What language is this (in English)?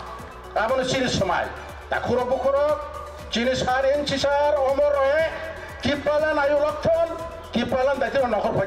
Riang (India)